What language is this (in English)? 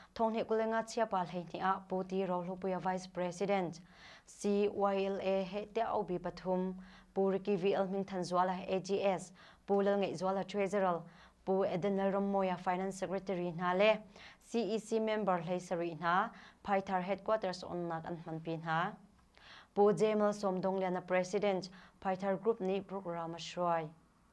Hakha Chin